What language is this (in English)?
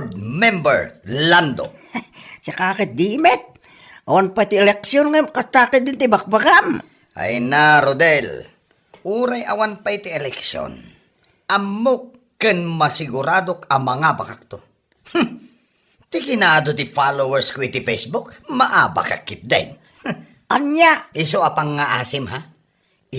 Iloko